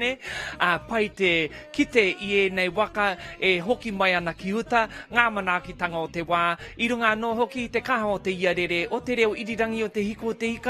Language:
Māori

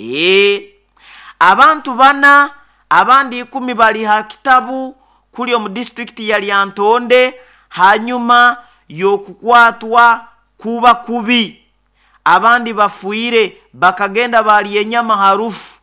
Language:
Nyoro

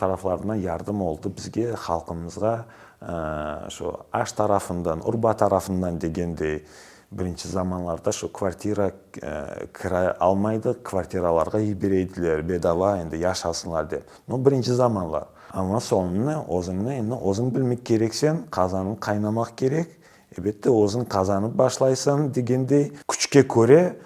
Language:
Crimean Tatar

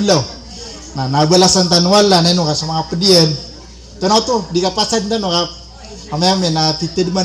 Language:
Maranao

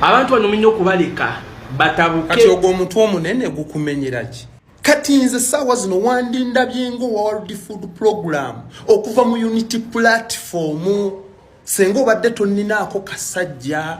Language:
Ganda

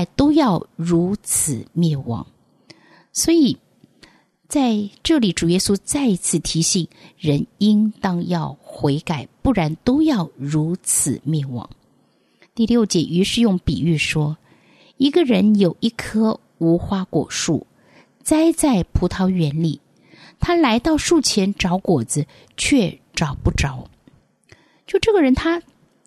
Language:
Chinese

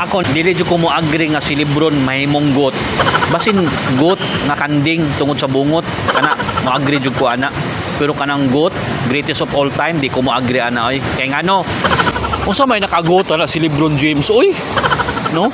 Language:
Cebuano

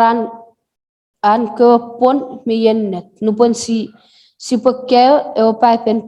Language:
Chuukese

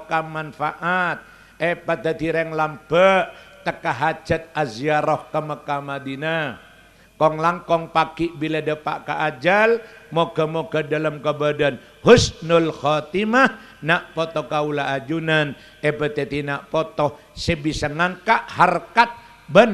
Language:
Madurese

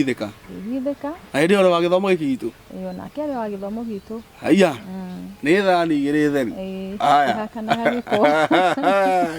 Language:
Kikuyu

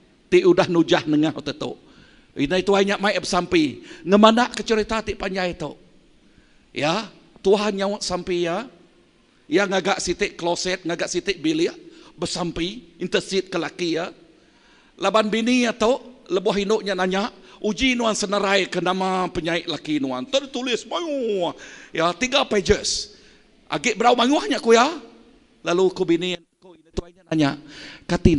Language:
Iban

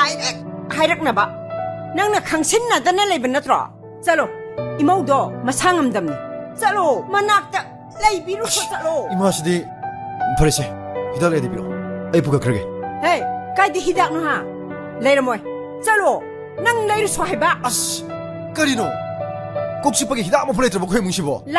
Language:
Manipuri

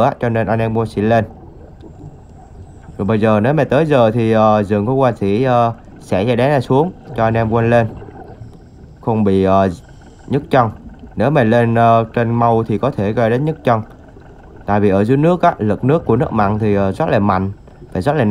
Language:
Vietnamese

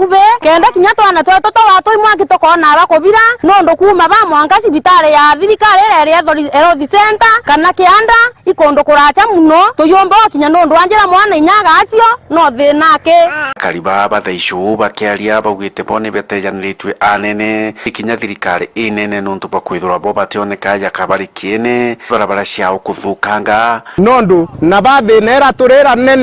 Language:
Meru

